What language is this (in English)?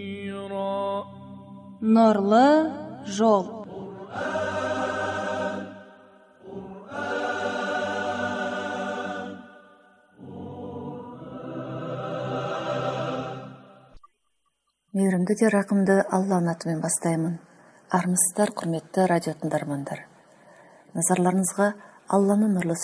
Kazakh